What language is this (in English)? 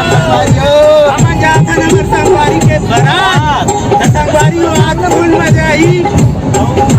Chhattisgarhi